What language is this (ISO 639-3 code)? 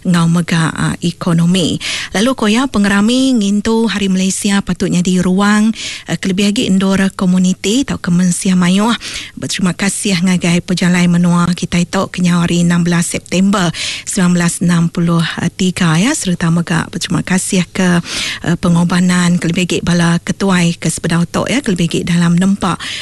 iba